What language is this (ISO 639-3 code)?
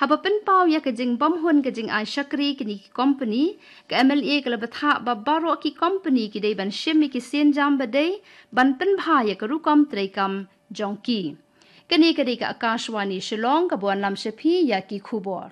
kha